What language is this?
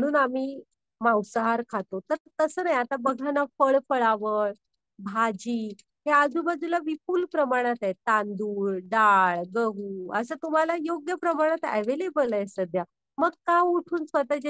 Marathi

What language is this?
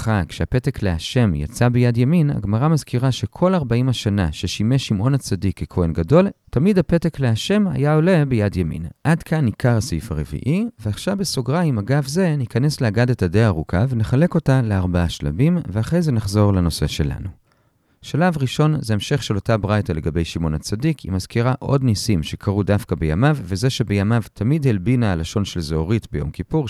Hebrew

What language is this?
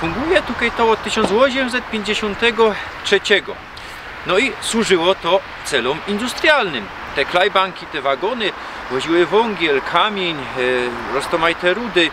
Silesian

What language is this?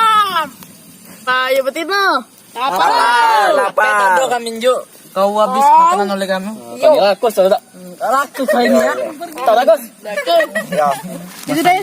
Musi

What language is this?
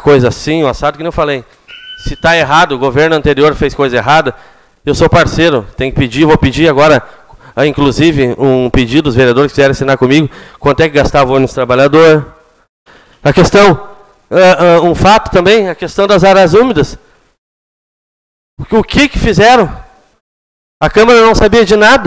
Portuguese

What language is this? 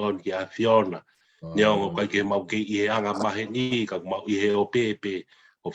Tongan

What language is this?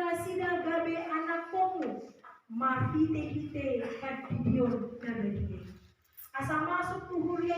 Batak Toba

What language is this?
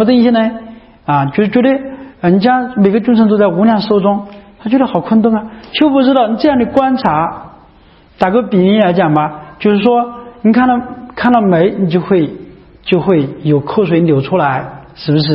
Chinese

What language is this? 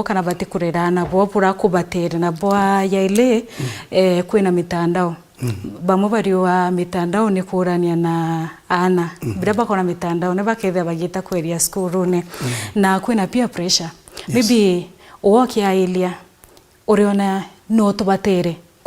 Meru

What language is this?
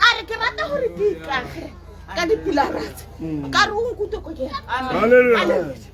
Tswana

